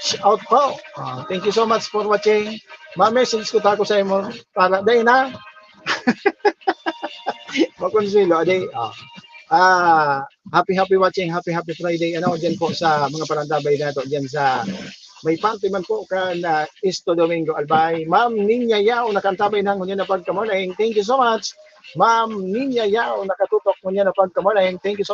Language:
Bikol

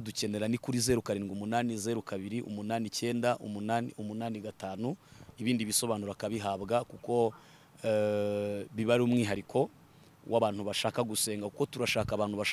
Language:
Kinyarwanda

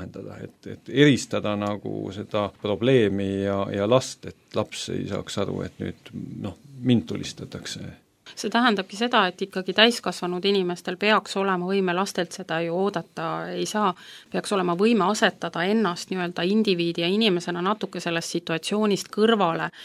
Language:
Estonian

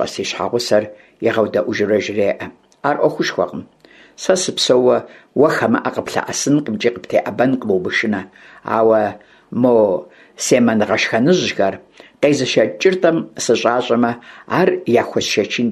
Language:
Kabardian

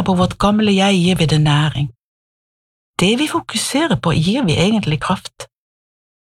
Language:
Norwegian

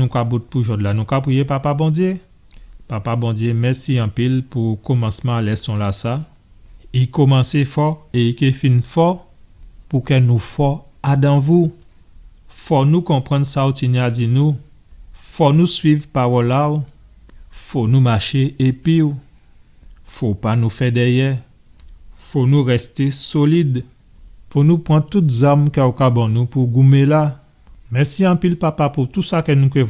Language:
Guadeloupean Creole French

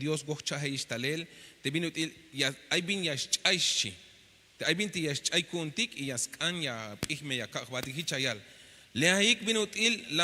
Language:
Tzeltal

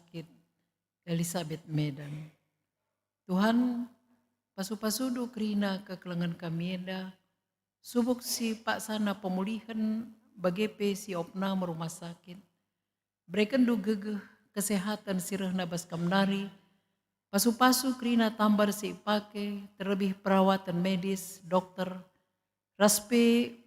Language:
Batak Karo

